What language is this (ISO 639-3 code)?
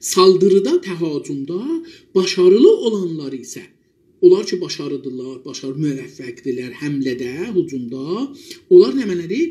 azb